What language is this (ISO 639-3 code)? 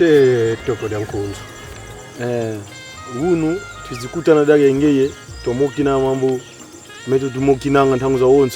kon